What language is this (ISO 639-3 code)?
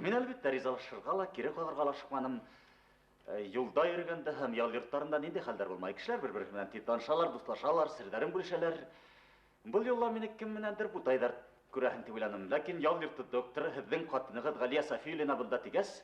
bak